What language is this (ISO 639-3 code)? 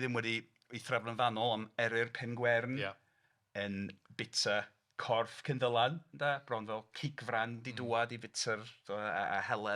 cym